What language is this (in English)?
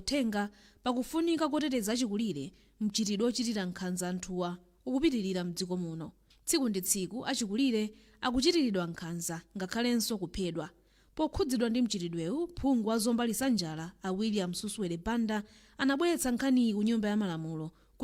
Nyanja